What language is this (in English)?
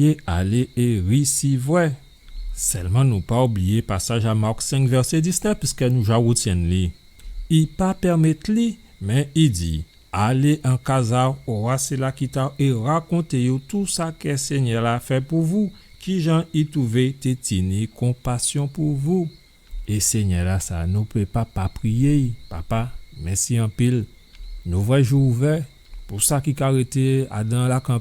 Guadeloupean Creole French